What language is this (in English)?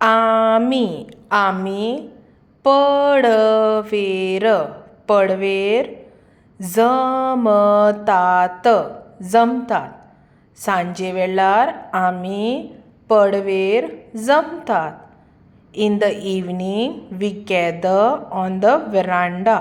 Konkani